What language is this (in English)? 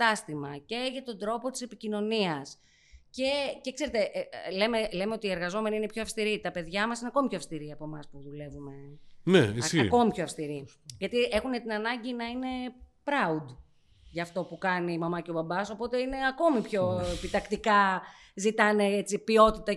Greek